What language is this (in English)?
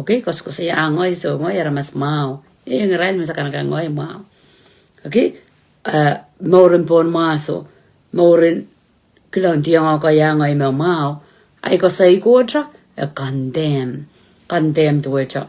Pohnpeian